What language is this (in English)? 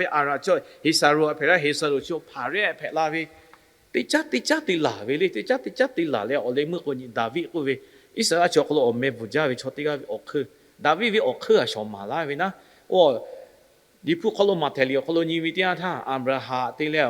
Lahu